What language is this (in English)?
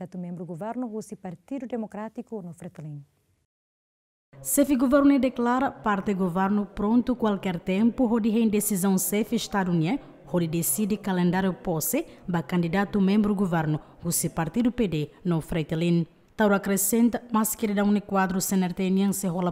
Tetum